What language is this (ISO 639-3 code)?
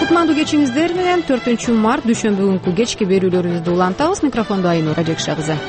kir